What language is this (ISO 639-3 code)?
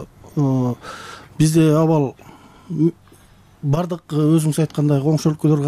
kir